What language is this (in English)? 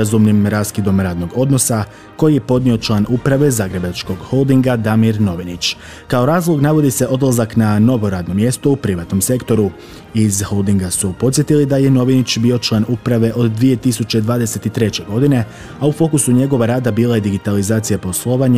Croatian